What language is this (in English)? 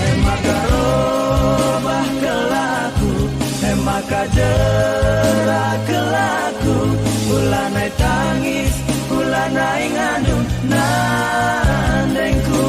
Batak Karo